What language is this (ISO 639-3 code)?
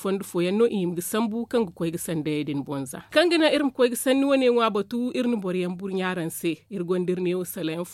dje